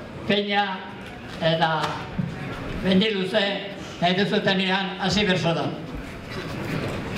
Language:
Basque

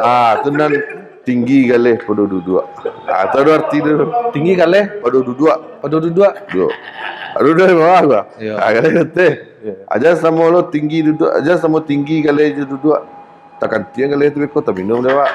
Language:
Minangkabau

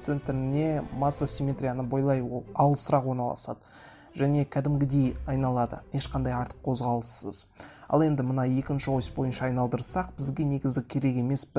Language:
Kazakh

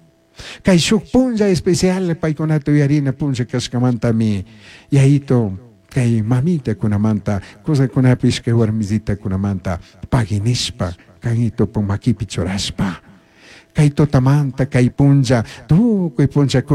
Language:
Chimborazo Highland Quichua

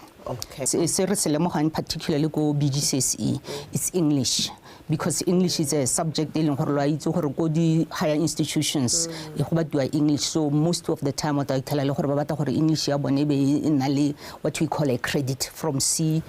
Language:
Tswana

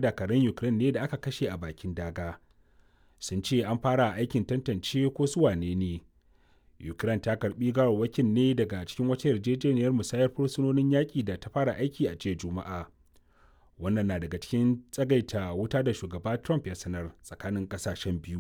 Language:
Hausa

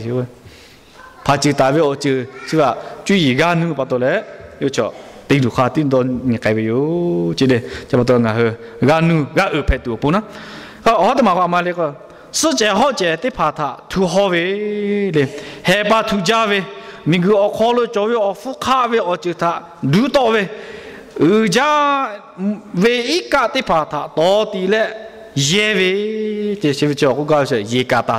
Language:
Lahu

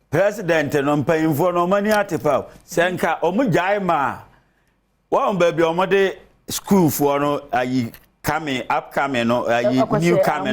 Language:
Akan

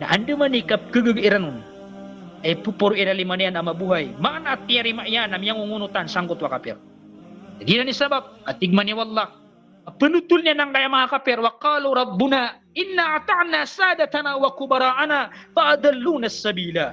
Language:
Maranao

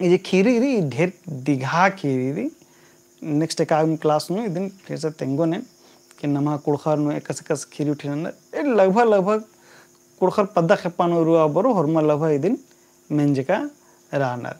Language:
Kurukh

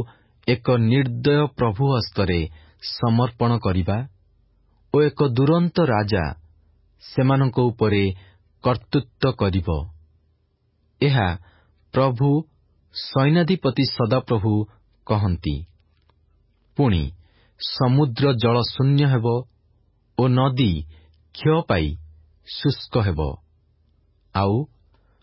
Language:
Odia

